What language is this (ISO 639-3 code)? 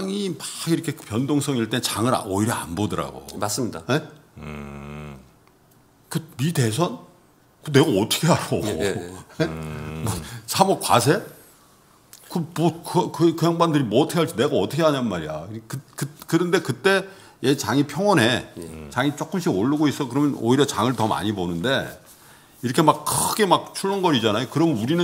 kor